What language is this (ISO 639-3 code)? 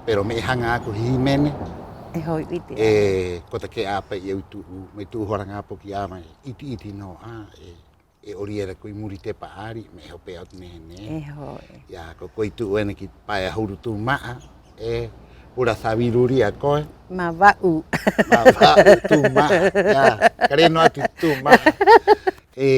rap